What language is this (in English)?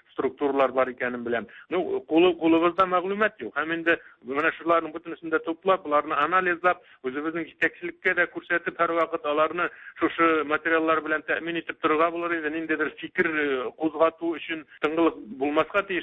Tatar